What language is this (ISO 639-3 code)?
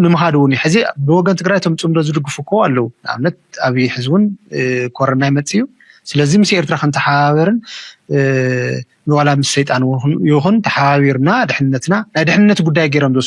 tir